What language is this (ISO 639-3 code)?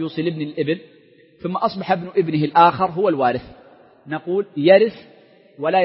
ara